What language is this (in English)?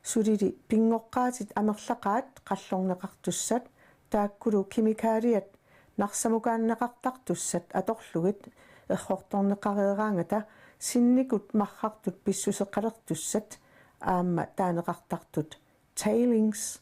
Kalaallisut